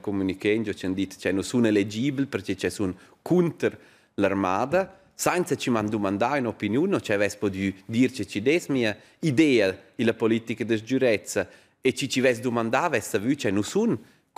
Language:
Romansh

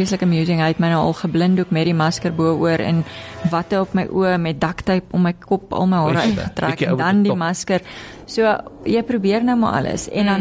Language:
Afrikaans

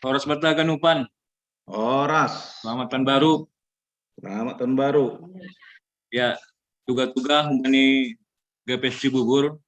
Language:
Batak Simalungun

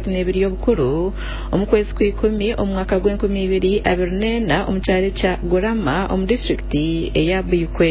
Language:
Nyankole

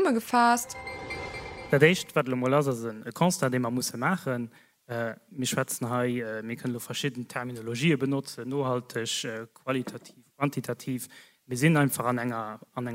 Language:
Luxembourgish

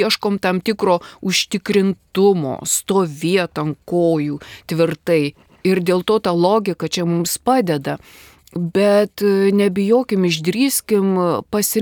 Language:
Lithuanian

